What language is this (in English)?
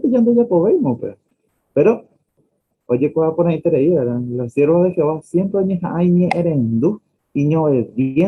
Guarani